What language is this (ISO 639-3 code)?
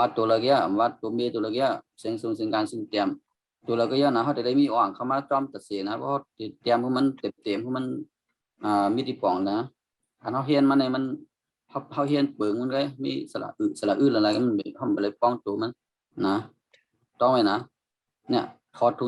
shn